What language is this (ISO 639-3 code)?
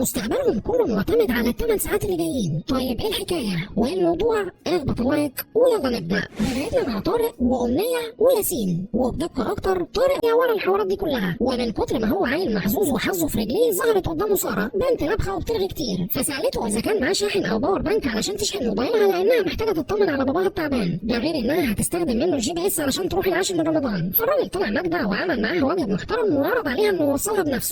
arz